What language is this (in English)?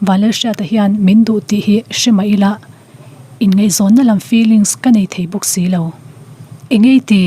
Mizo